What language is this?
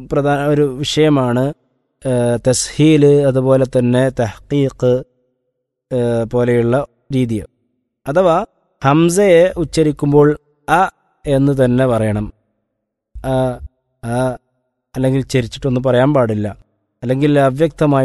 Malayalam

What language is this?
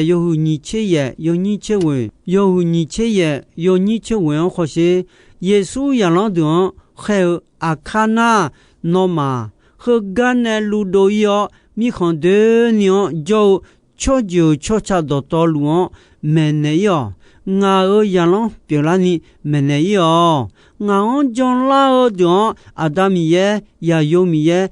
Akha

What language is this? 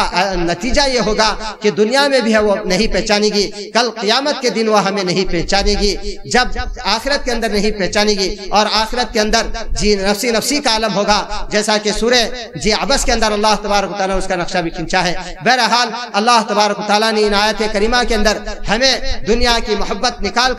Urdu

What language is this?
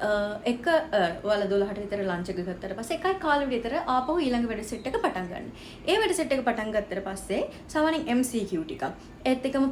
Sinhala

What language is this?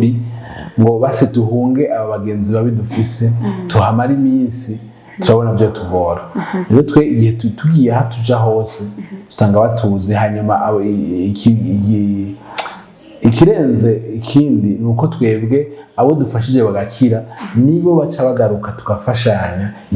Rundi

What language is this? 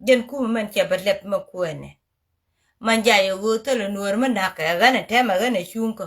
Nuer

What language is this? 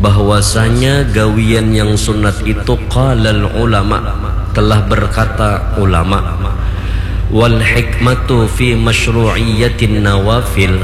Banjar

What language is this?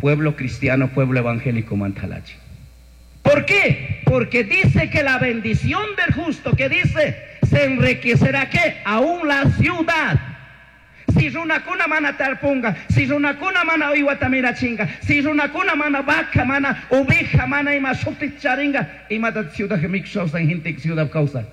Chimborazo Highland Quichua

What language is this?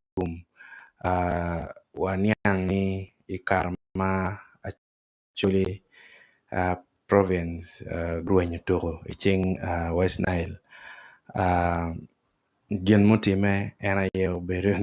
Acoli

